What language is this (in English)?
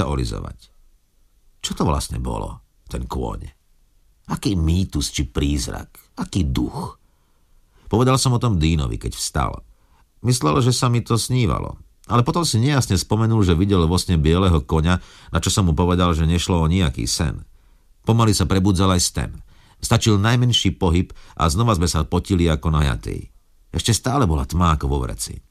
Slovak